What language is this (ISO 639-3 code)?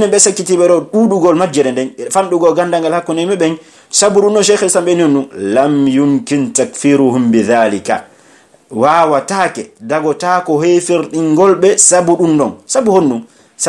fuf